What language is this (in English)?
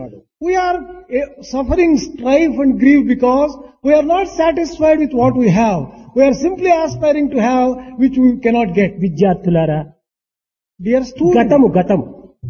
Telugu